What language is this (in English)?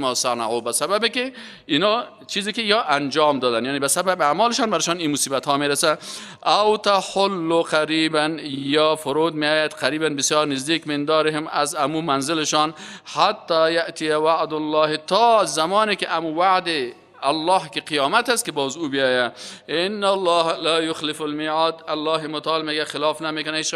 Persian